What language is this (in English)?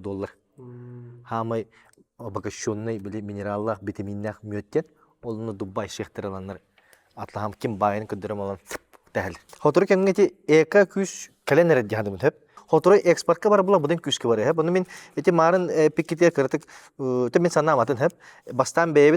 Yakut